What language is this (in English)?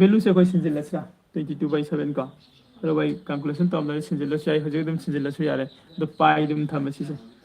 Manipuri